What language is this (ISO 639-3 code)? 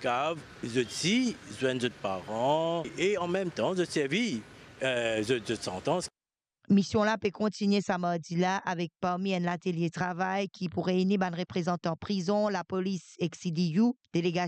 mfe